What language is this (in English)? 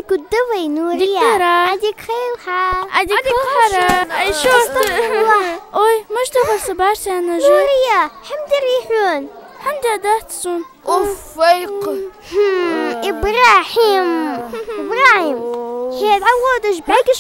Ingush